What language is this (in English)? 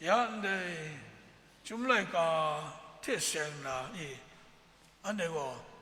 Kachin